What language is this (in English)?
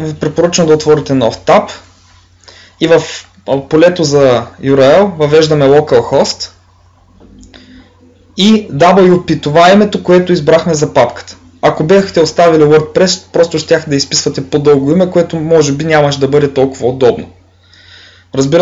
Bulgarian